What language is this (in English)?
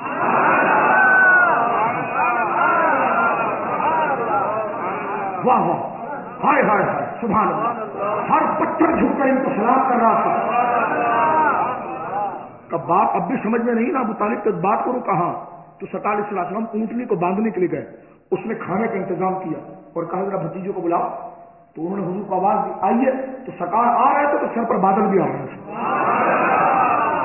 Urdu